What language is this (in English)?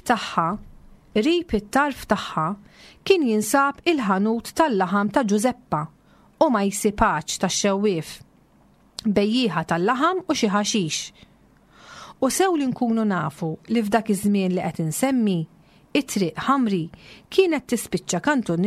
Maltese